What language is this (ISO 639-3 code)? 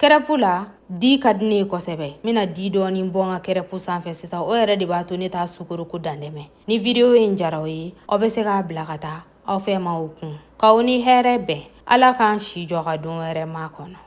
bam